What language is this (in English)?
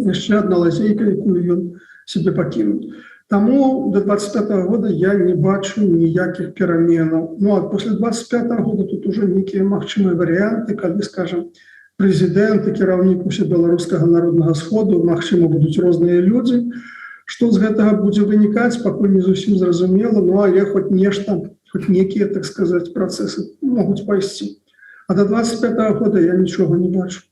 Belarusian